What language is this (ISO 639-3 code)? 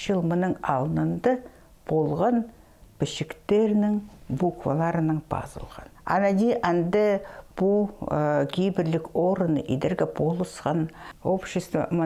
kjh